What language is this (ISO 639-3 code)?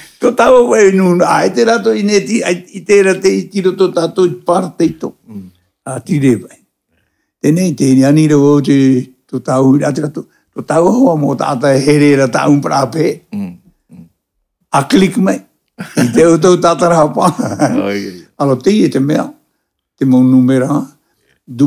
tah